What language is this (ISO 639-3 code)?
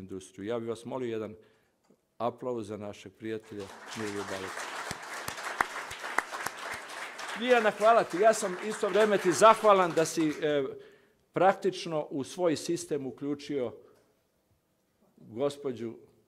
srp